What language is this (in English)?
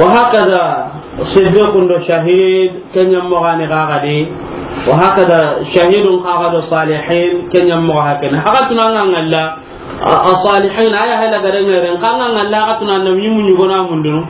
Soninke